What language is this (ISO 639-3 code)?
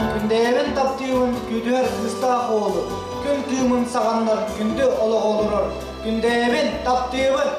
sah